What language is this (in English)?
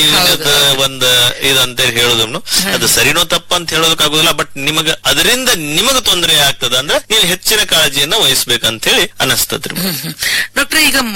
Kannada